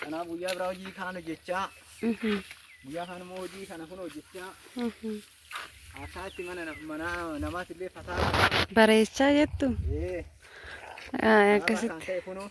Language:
Oromo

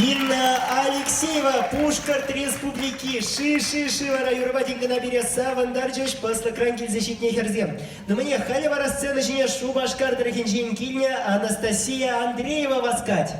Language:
Chuvash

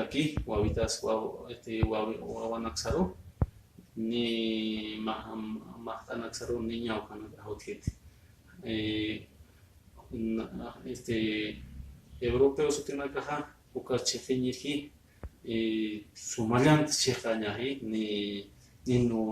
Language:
Aymara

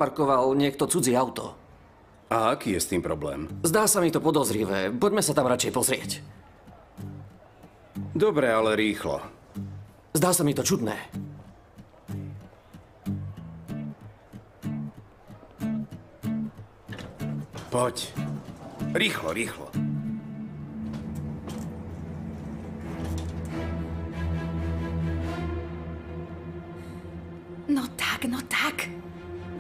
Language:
Slovak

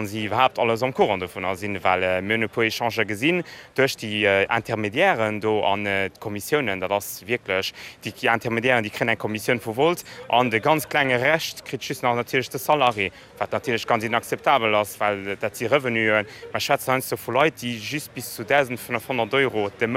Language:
Luxembourgish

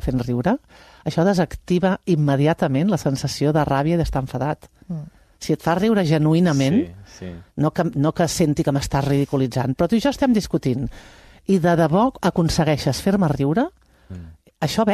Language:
Catalan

